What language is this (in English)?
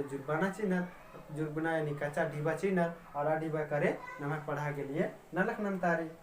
Kurukh